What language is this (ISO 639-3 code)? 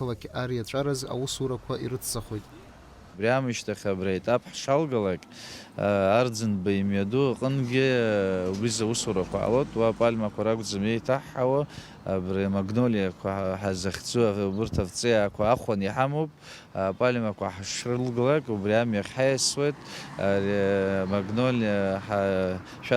abk